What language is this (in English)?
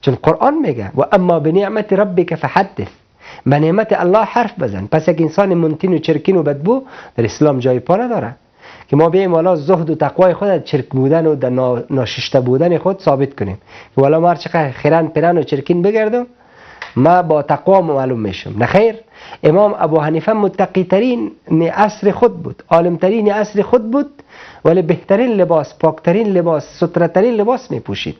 Persian